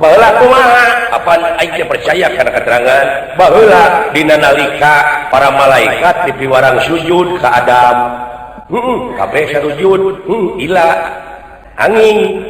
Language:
Sundanese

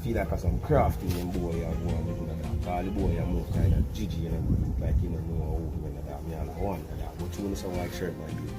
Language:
Jamaican Creole English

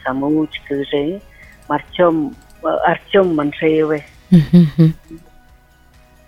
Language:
Buriat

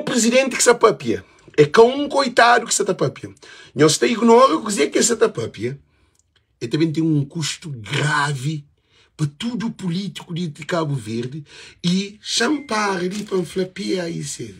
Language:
Kabuverdianu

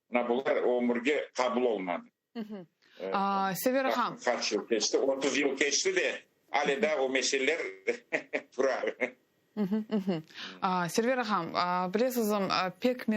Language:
Crimean Tatar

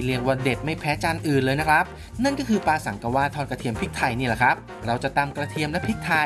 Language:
Thai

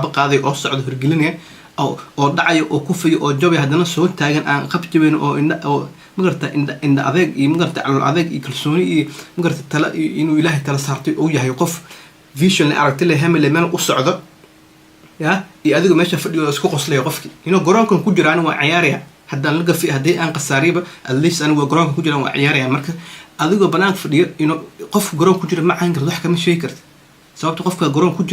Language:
Somali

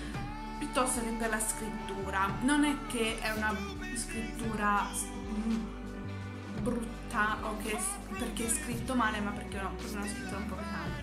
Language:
Italian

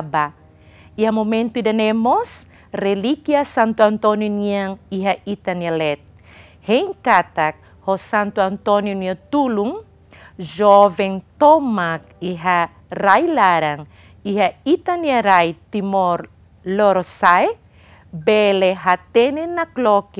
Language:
Tetum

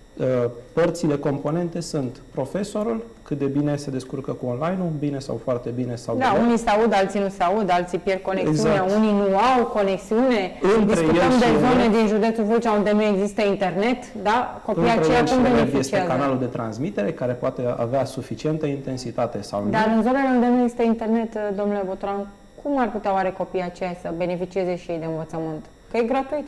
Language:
Romanian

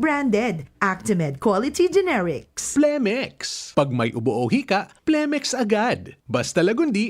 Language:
Bikol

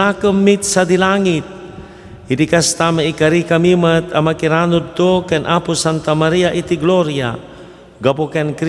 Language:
Iloko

